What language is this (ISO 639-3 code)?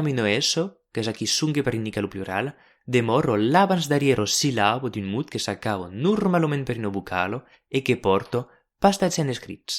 oci